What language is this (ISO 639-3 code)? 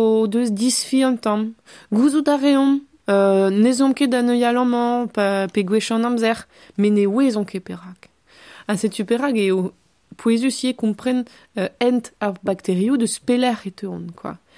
bre